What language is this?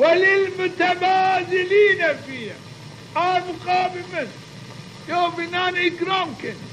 Zaza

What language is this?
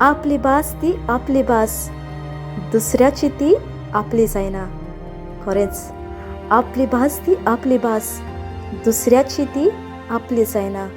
Konkani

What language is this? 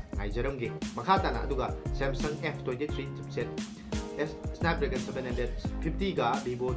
Manipuri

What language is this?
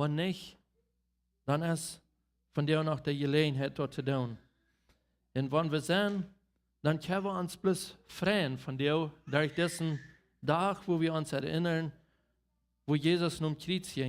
Plautdietsch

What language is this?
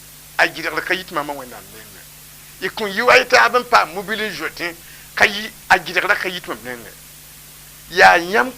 Mossi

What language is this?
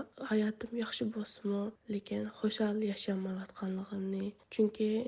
Uyghur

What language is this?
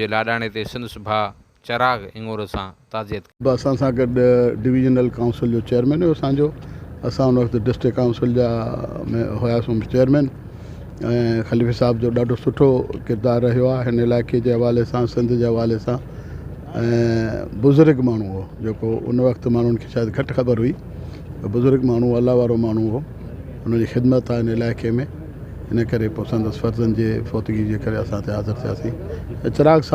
Sindhi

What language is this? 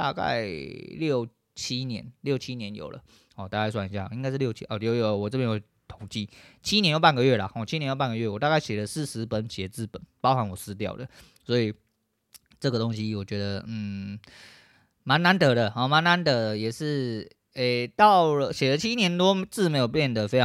Chinese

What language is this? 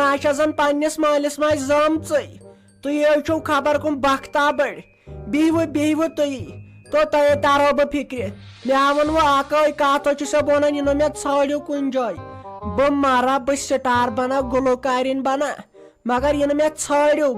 Kashmiri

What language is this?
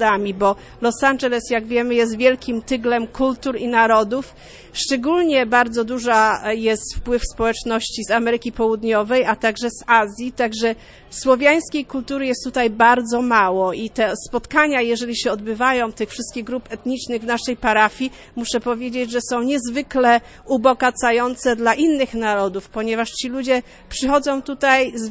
Polish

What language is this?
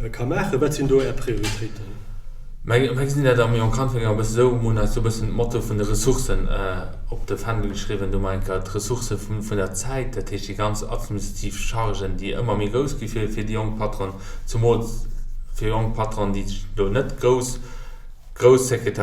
Luxembourgish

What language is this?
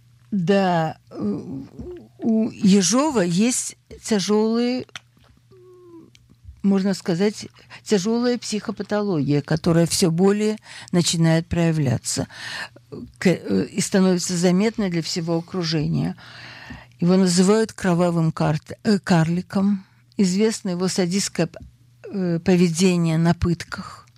Russian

